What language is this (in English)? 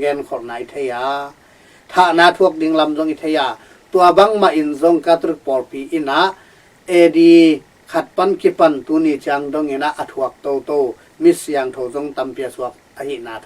Tedim Chin